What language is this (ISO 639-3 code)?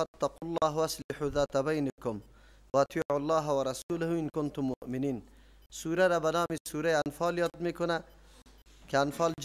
fas